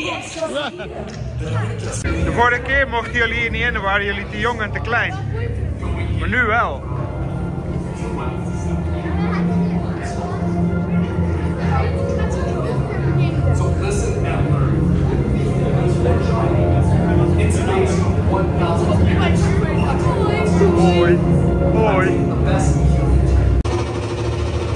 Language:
Dutch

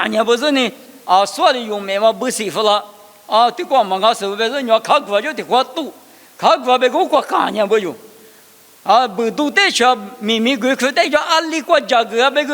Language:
Lisu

